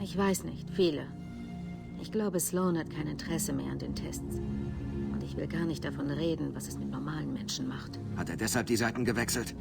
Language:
Bavarian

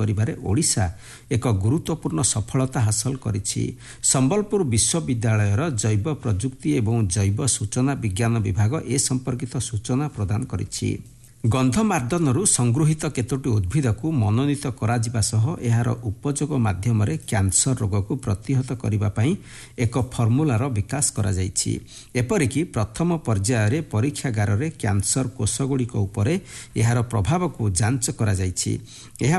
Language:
Odia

